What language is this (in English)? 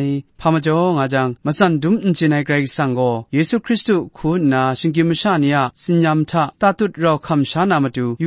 Kachin